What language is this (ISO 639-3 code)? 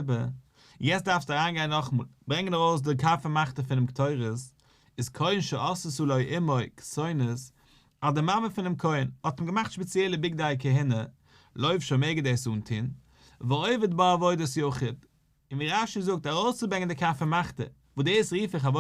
yid